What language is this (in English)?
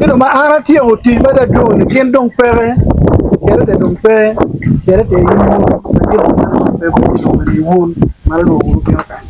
Acoli